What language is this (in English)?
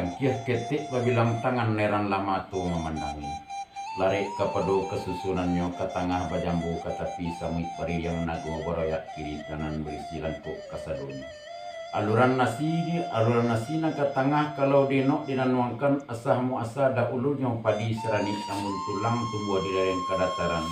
Minangkabau